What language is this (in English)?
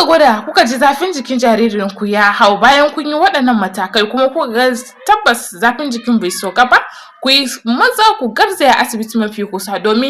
Hausa